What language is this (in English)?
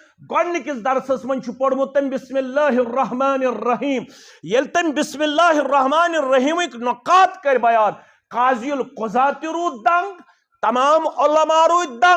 Kashmiri